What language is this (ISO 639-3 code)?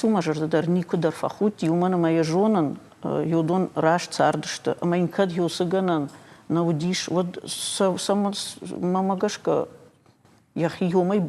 oss